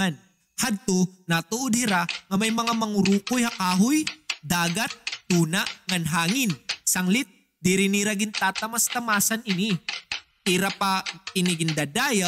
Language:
Waray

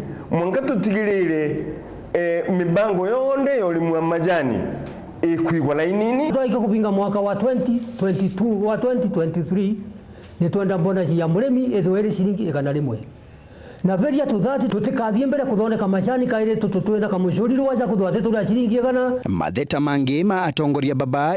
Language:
Meru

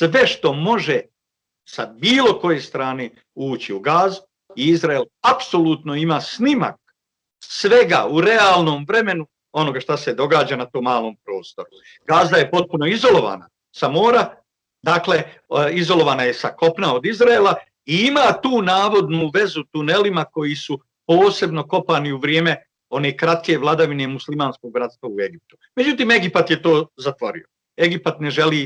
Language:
Bosnian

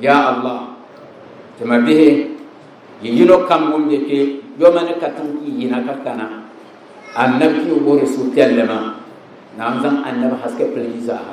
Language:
Dagbani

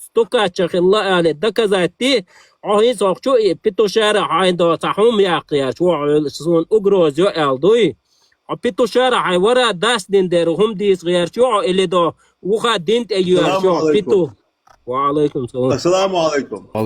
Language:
Chechen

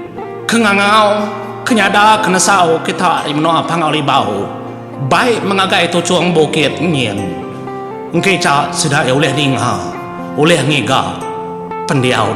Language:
Iban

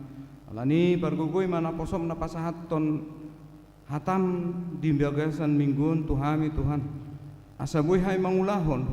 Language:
Batak Toba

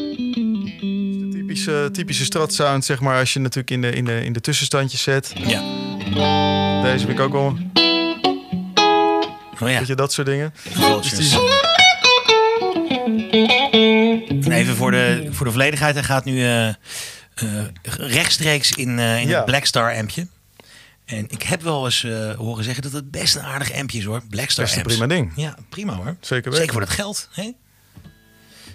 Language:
Dutch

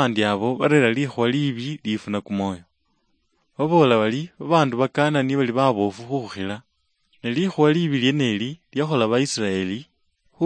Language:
Luyia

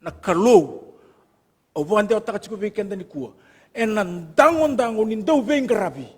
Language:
Fijian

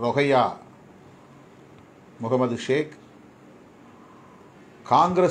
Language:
Tamil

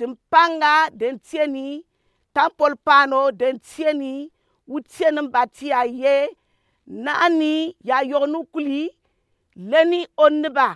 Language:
Gourmanchéma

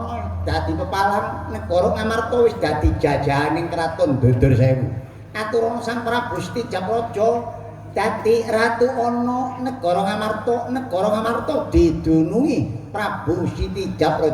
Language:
Javanese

